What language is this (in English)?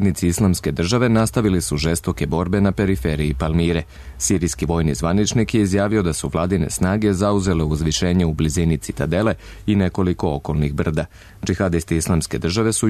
Serbian